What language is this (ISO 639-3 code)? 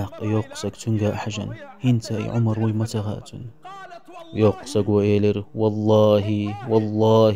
che